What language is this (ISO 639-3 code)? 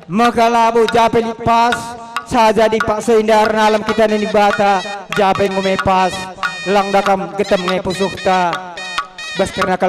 btx